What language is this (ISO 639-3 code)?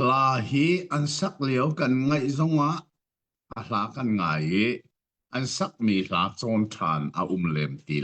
cnh